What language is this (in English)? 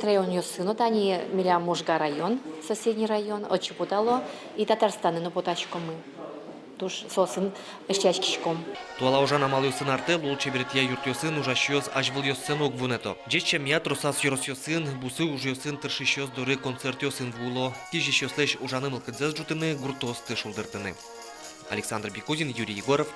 Udmurt